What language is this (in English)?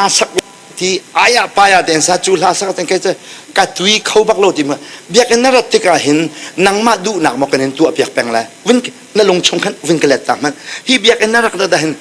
Hakha Chin